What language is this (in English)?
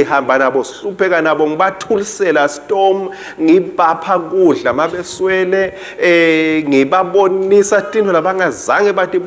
Swati